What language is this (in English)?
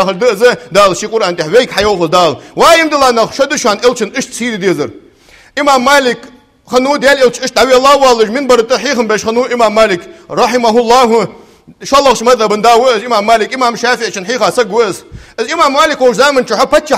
Ingush